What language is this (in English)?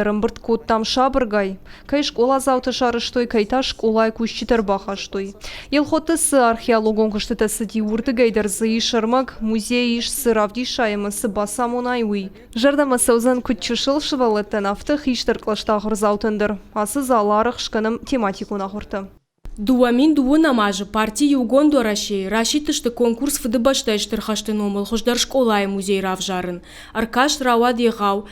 Ossetic